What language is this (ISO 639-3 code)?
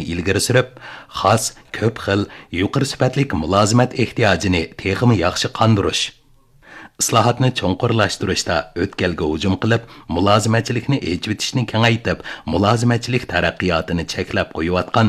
uig